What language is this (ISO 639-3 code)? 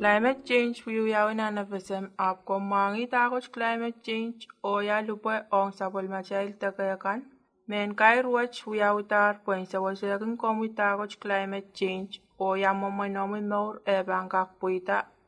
pon